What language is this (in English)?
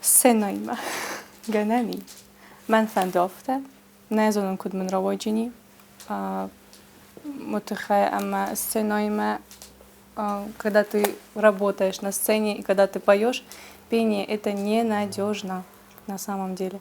Ossetic